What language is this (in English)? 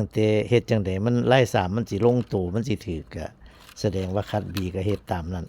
Northeastern Thai